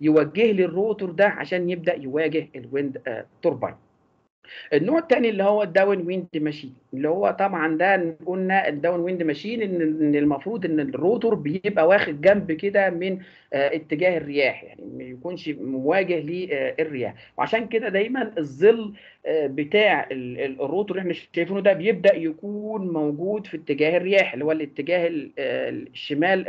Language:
Egyptian Arabic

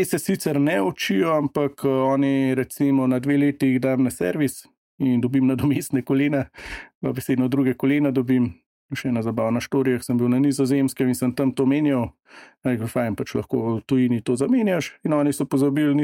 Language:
Slovenian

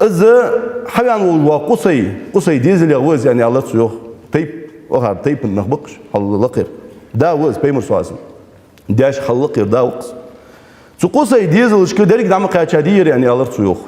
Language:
Ingush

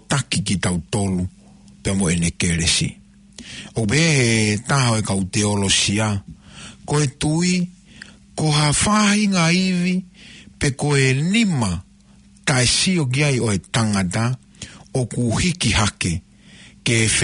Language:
Tongan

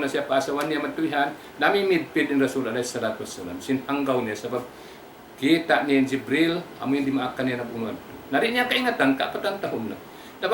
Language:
Tausug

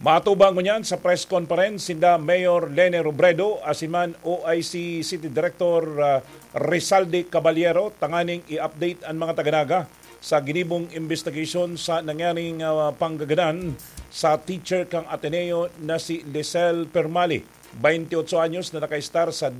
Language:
Bikol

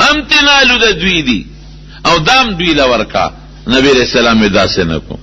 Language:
Pashto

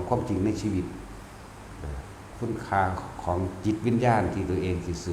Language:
Northeastern Thai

